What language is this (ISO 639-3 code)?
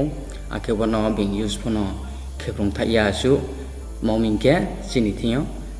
ria